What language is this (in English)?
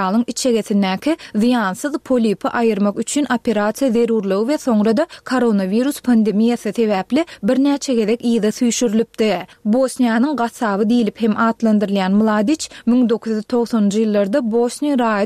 Turkmen